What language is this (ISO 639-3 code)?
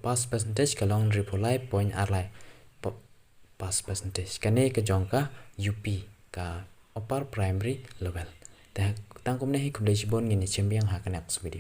kha